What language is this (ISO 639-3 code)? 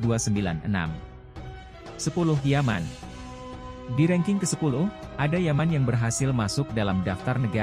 ind